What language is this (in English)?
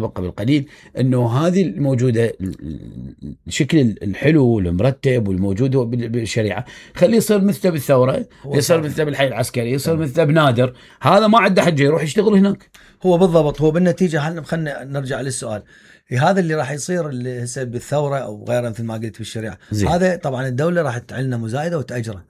Mesopotamian Arabic